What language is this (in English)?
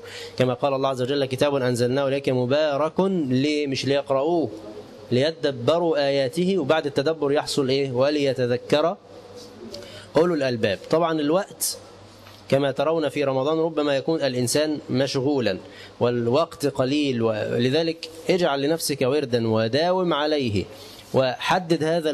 Arabic